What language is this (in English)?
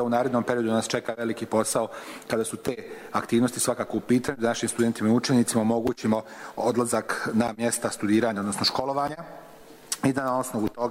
Croatian